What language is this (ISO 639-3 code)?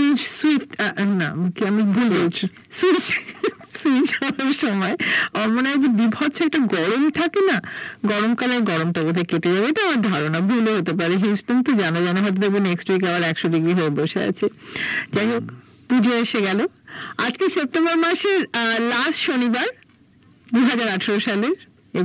ben